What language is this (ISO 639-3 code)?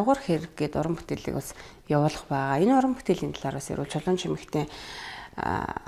mon